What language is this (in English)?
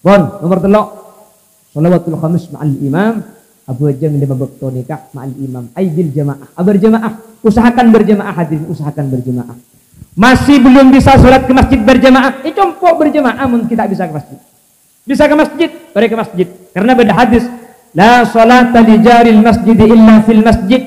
Madurese